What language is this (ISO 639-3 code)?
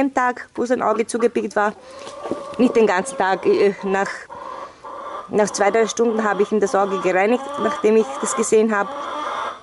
deu